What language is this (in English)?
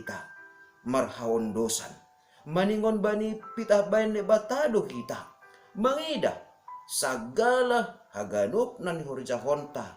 Batak Simalungun